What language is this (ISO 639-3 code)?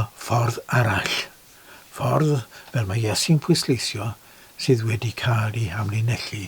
cym